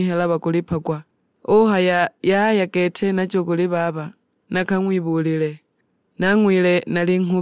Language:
Sukuma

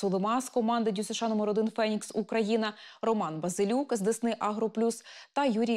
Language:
Ukrainian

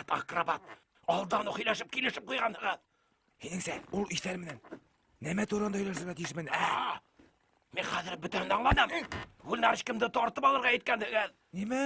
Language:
Bashkir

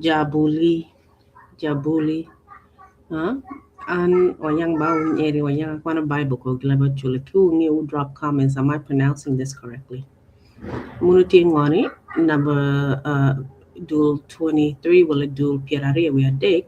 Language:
Acoli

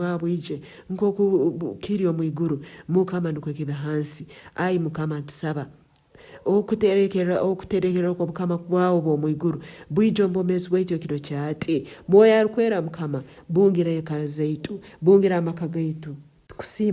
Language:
Nyankole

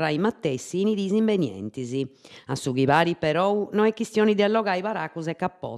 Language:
Sardinian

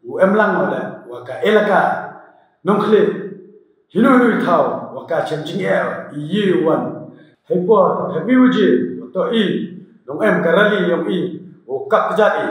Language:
Pnar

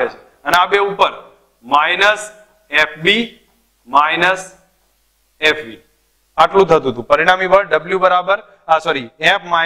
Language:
Gujarati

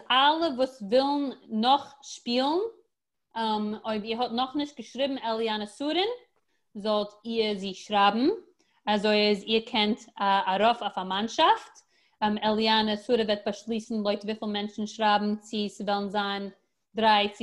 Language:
Yiddish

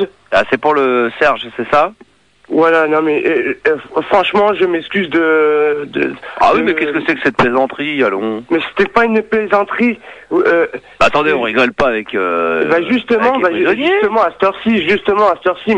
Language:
French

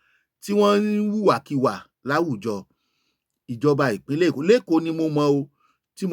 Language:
Yoruba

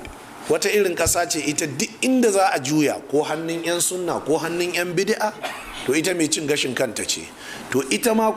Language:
Hausa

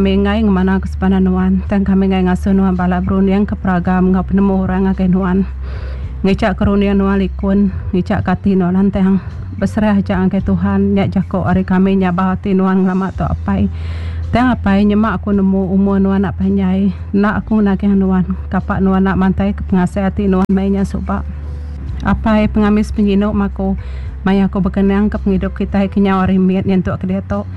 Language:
Iban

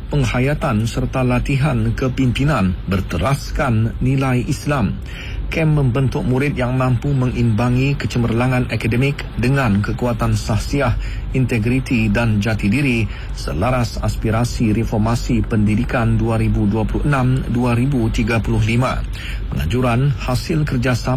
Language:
Malay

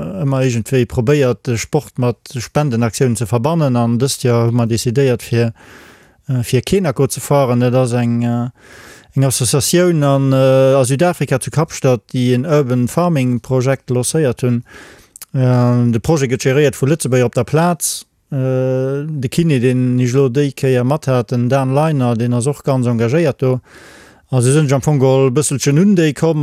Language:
Luxembourgish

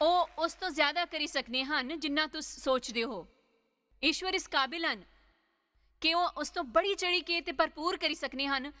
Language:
Dogri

